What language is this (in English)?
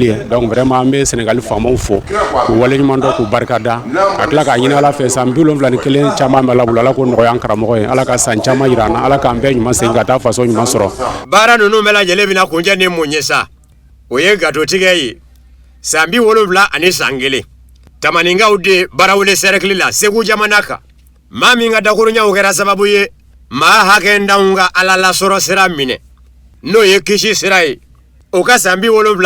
Bambara